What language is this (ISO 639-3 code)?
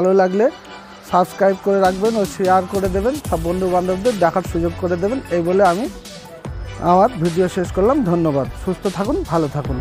ben